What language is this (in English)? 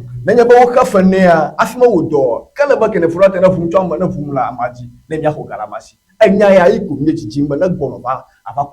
Ewe